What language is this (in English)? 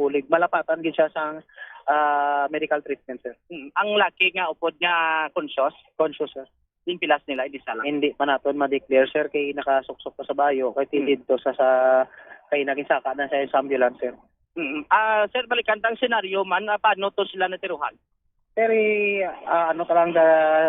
Hiligaynon